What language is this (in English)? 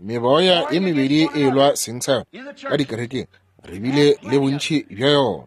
Northern Sotho